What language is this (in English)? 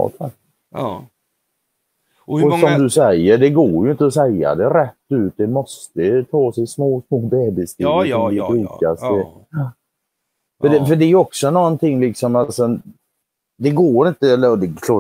Swedish